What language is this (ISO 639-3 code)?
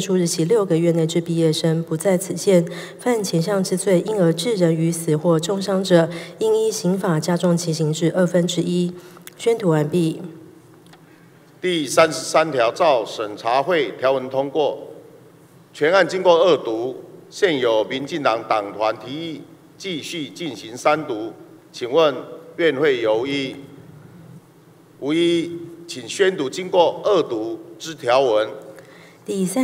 zho